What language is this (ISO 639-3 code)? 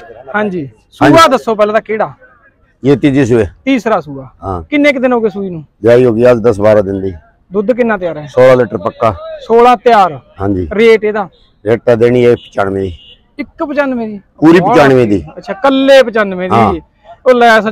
pan